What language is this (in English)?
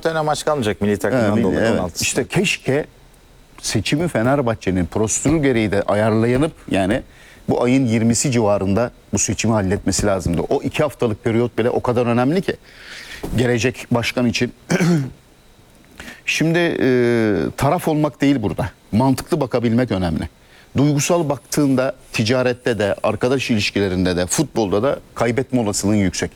Turkish